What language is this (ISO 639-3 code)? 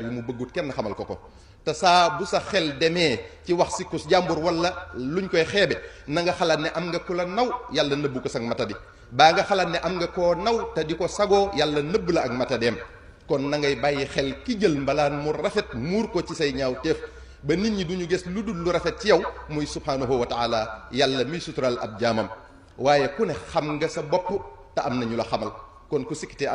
wol